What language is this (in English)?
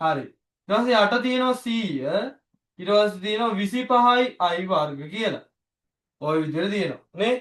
Sinhala